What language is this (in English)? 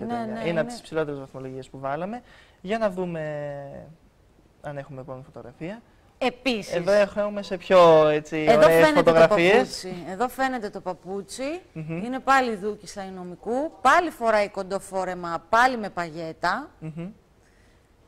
Greek